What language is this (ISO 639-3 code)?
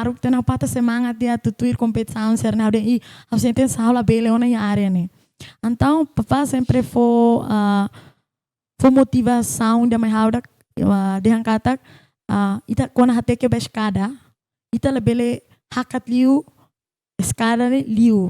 tet